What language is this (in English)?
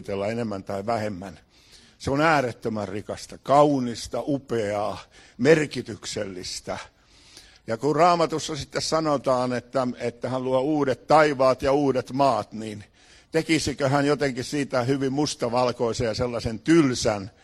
Finnish